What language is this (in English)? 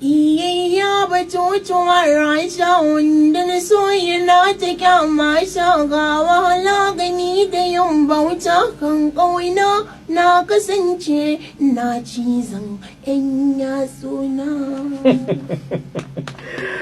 Hausa